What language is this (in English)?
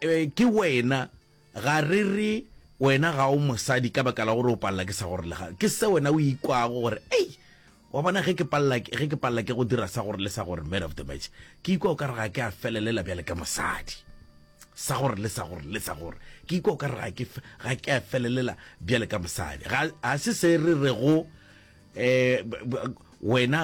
Northern Sotho